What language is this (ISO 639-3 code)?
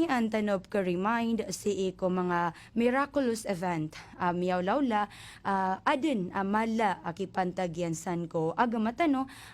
mrw